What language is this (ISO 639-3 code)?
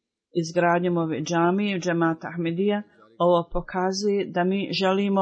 bos